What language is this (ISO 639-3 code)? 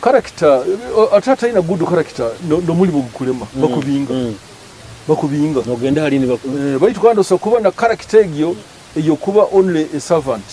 nyo